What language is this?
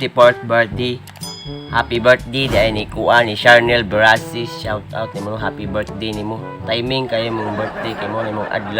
Cebuano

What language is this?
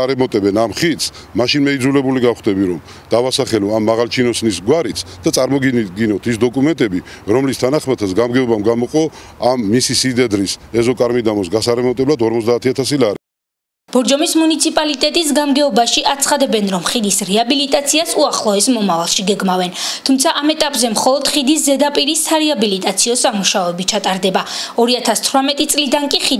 Georgian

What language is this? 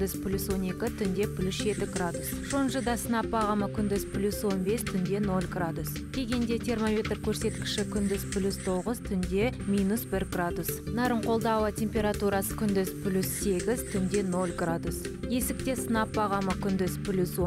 Kazakh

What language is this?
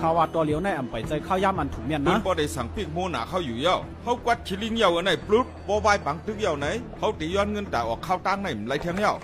Shan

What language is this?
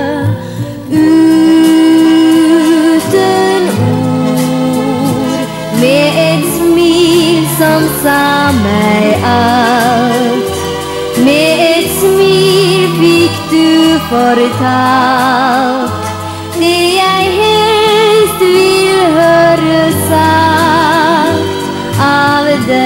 Norwegian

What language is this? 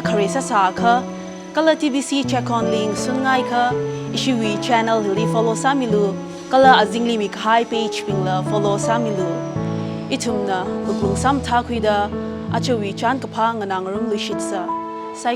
Tangkhul Naga (India)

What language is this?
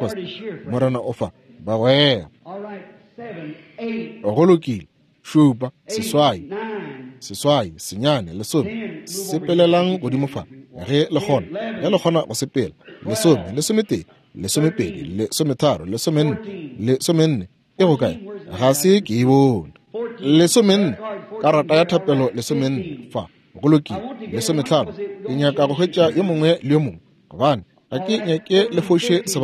Northern Sotho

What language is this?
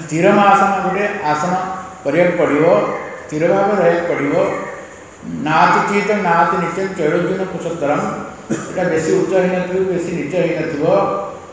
Odia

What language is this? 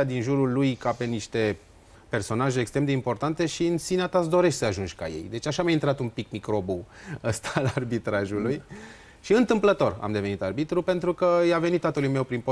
Romanian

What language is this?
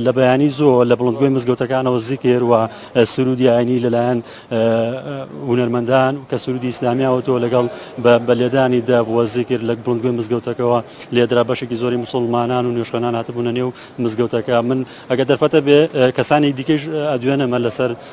Central Kurdish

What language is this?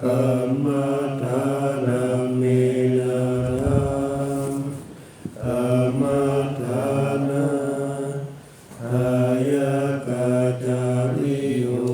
Pali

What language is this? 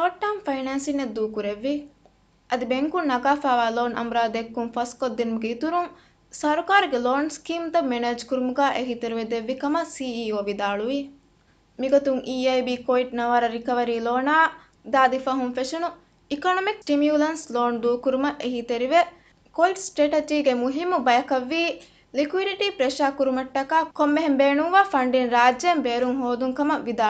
Divehi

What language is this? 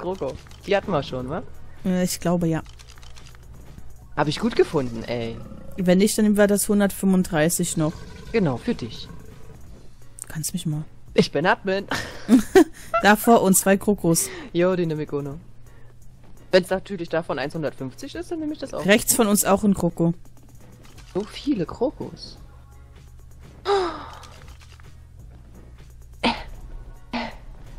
German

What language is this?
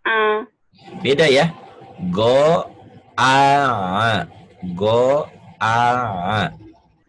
Indonesian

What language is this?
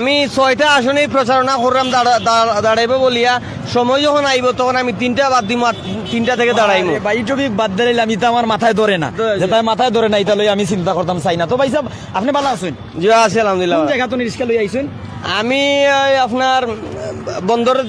Sylheti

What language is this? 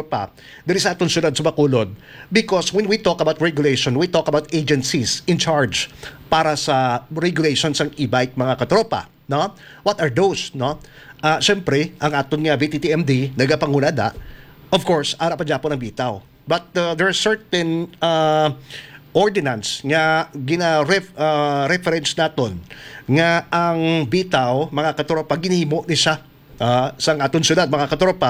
Hiligaynon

